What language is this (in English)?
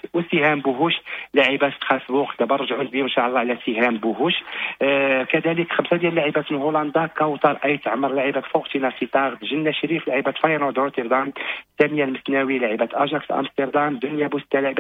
Moroccan Arabic